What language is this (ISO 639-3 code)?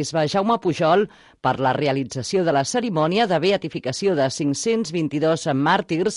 cat